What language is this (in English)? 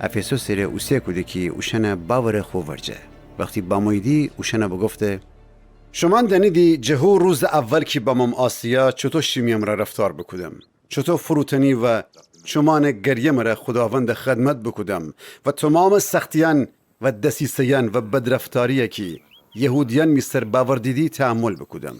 Gilaki